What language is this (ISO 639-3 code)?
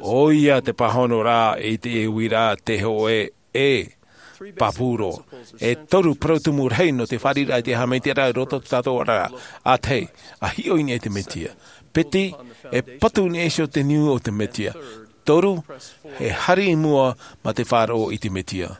tah